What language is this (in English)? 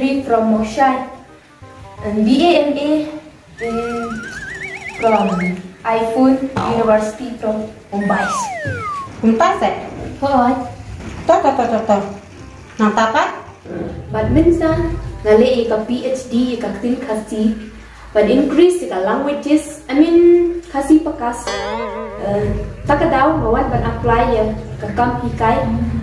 Khasi